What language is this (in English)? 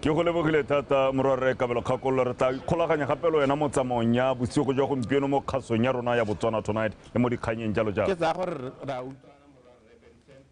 Tswana